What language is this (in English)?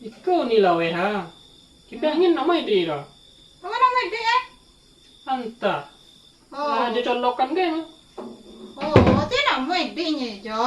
Minangkabau